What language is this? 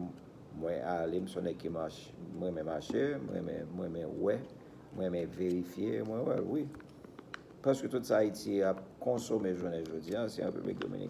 Haitian Creole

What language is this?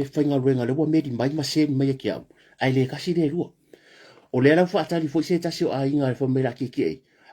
Samoan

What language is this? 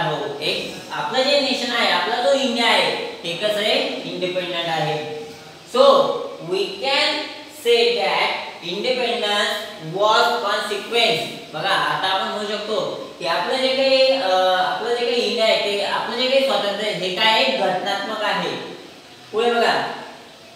Marathi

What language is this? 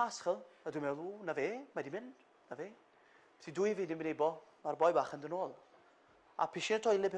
Welsh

